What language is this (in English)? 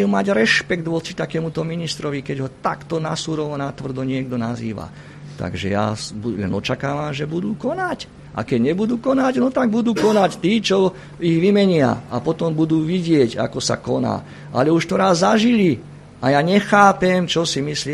Slovak